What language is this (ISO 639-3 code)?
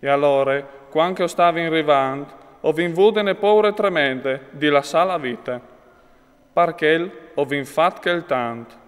fur